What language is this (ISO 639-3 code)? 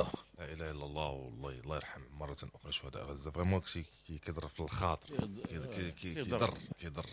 ary